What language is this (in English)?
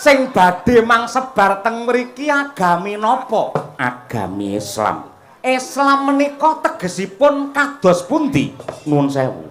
Javanese